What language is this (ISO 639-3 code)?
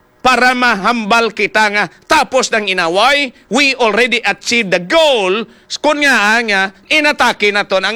hil